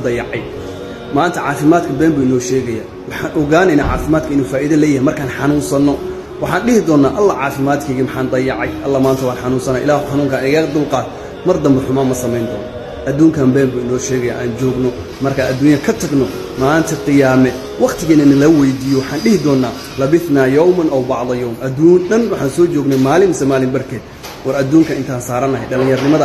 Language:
Somali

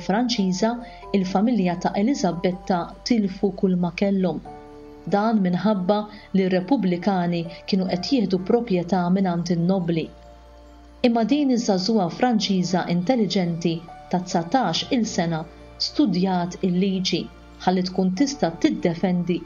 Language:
Maltese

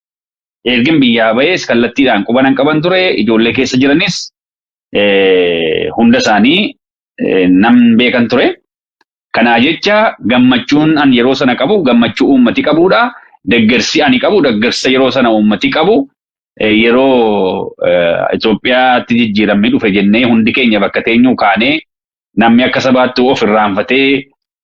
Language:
Oromo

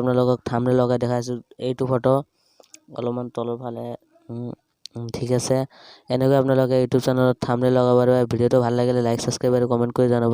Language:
Assamese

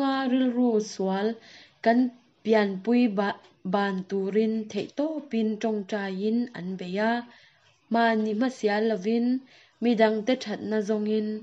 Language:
Mizo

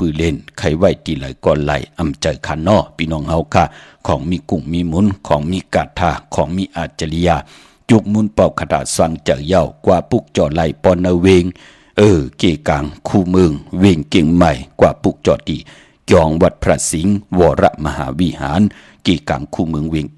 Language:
Shan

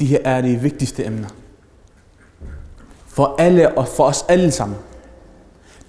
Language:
Danish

